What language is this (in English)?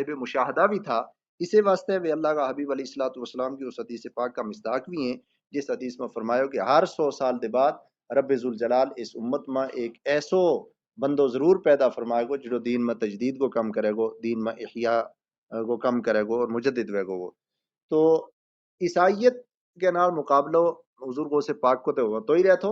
Gujari